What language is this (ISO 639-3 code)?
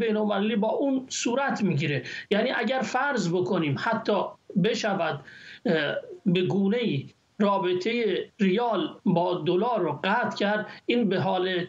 fas